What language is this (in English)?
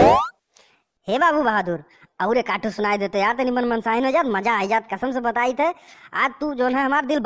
Awadhi